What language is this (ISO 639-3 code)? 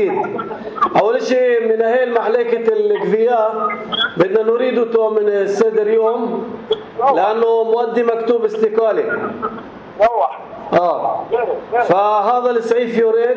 apc